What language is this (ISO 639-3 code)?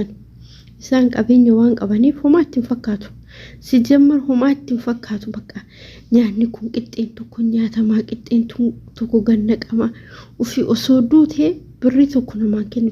orm